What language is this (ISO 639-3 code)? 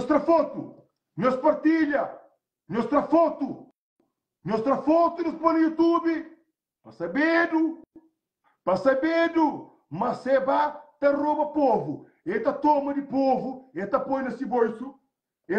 kea